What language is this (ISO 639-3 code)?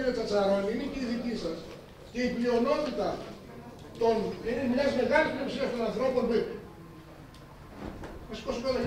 ell